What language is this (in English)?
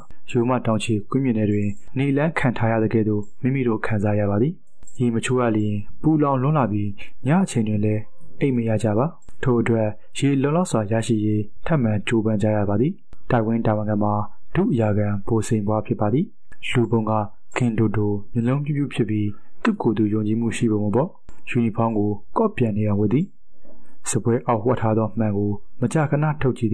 Burmese